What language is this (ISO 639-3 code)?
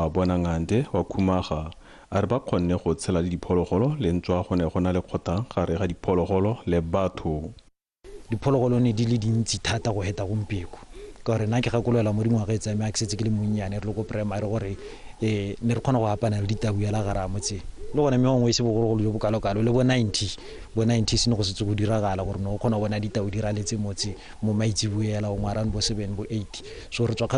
tsn